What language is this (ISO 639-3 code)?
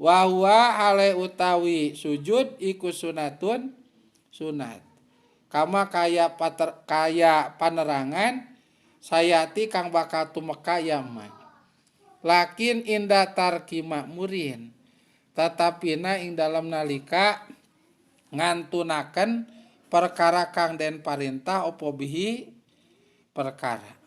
sun